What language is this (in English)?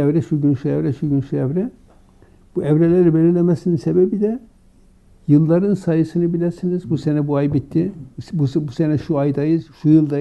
Turkish